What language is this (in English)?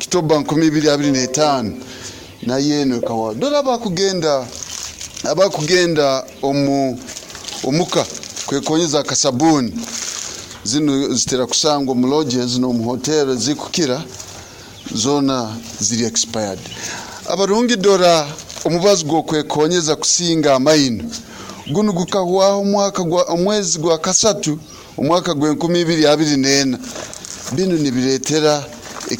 Nyoro